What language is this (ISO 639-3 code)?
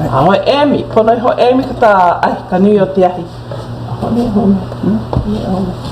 haw